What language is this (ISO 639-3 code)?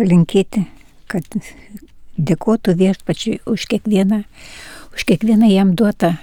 lit